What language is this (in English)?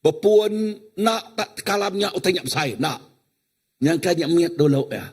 Iban